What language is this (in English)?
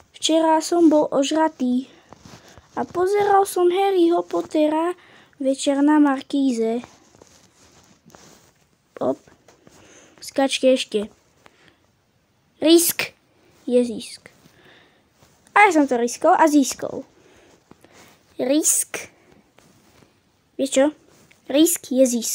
Slovak